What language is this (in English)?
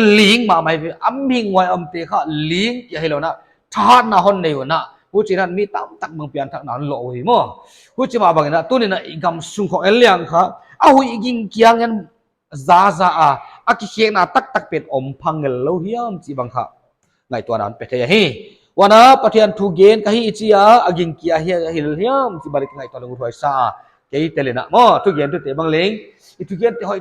Paite Chin